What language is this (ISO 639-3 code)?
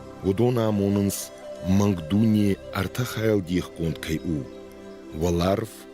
oss